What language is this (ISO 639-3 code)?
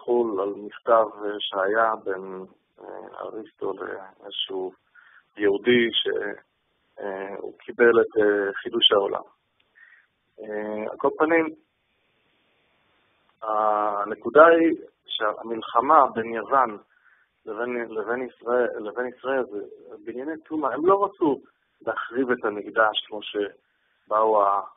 heb